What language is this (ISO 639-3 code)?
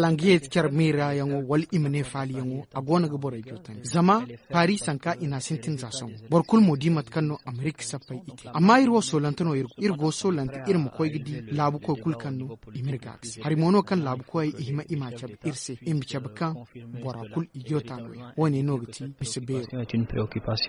dje